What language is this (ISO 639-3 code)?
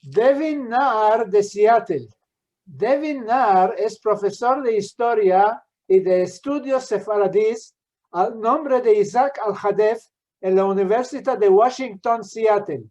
lad